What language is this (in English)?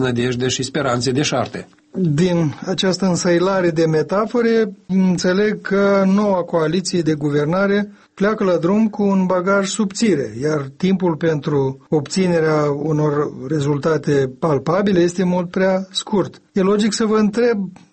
Romanian